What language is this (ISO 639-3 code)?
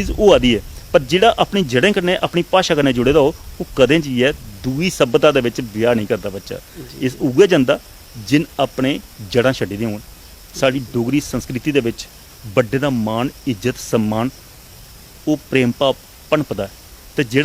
doi